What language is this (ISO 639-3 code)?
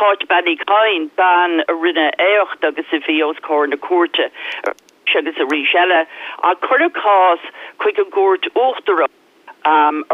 gle